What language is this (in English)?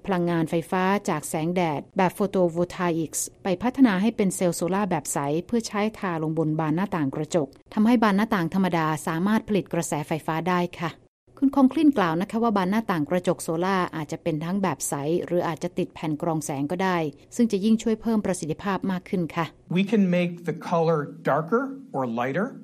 Thai